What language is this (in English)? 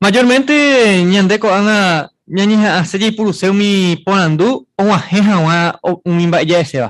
Guarani